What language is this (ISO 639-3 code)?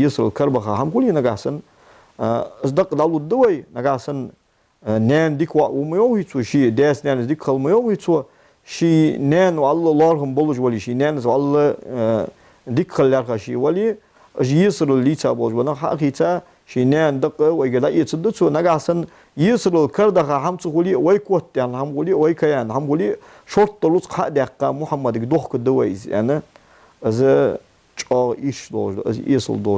inh